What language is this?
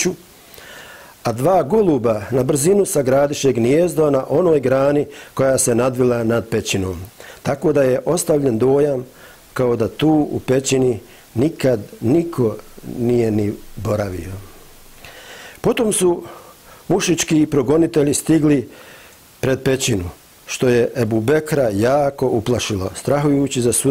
Bosnian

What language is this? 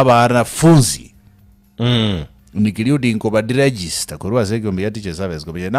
Gusii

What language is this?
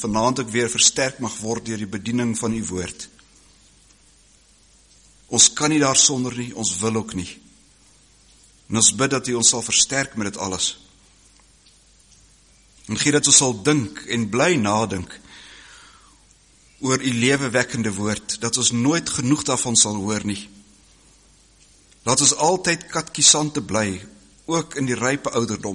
Afrikaans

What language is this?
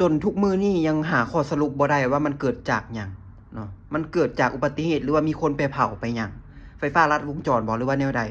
Lao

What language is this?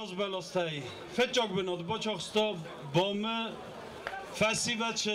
Ossetic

